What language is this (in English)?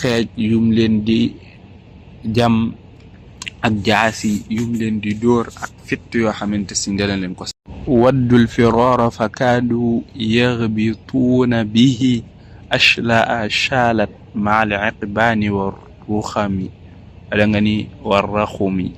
Wolof